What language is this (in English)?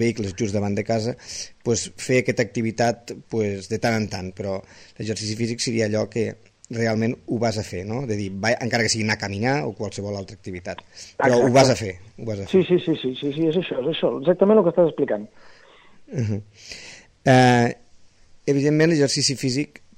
Catalan